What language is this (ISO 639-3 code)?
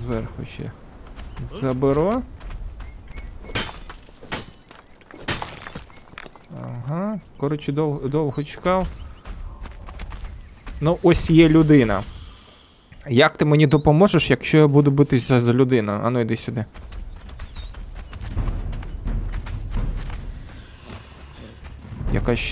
ukr